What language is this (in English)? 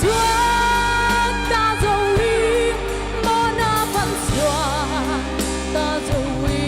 Paite Chin